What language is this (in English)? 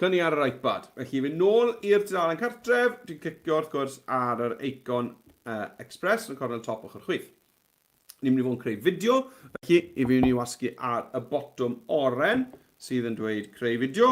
Welsh